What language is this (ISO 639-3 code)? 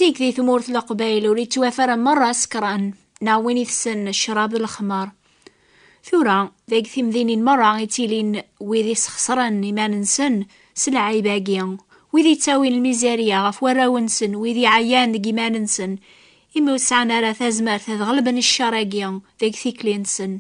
kab